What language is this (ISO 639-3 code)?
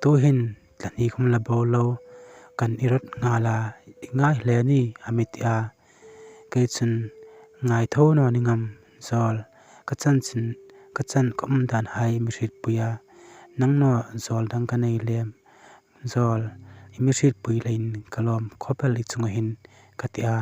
hmr